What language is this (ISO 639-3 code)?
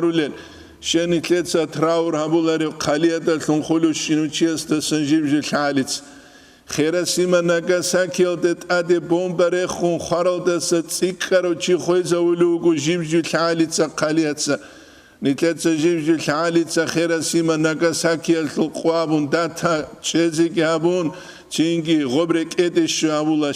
ava